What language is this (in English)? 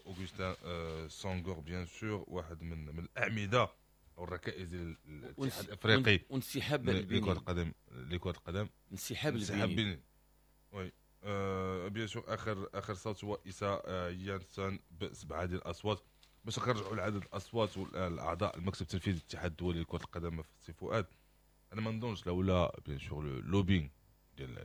Moroccan Arabic